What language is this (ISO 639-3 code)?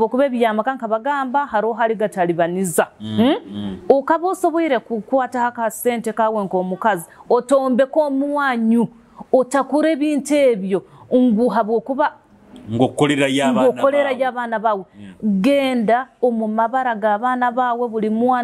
nyo